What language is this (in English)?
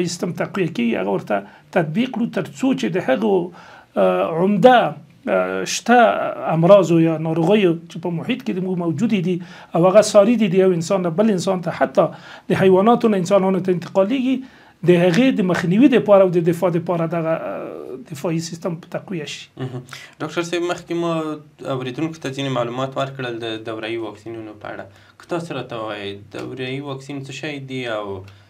Pashto